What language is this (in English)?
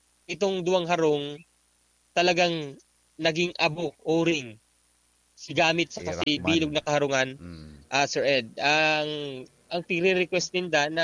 Bikol